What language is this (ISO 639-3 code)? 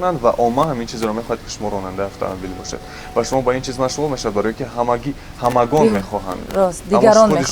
tgk